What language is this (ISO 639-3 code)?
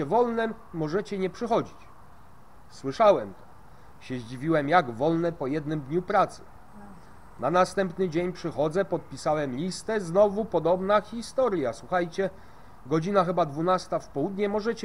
pol